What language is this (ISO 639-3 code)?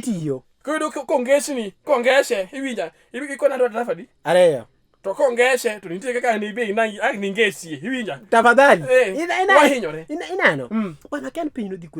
luo